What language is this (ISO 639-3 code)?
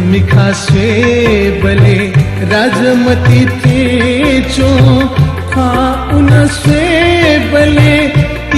new